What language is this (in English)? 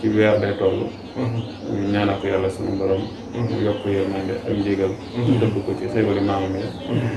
Wolof